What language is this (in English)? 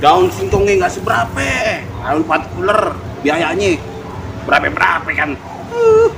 Betawi